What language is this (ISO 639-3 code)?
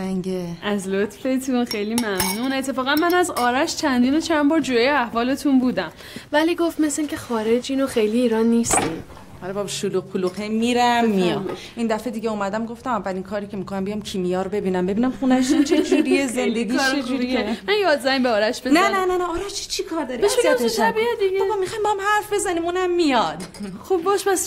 fas